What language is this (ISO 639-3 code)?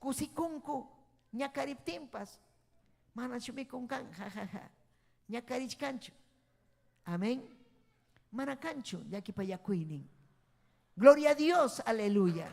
quy